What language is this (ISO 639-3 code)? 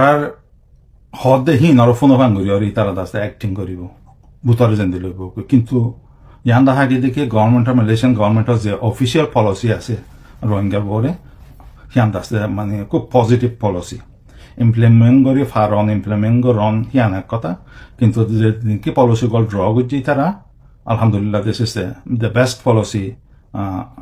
rhg